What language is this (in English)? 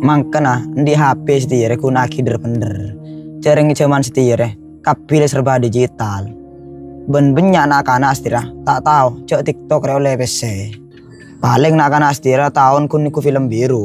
Madurese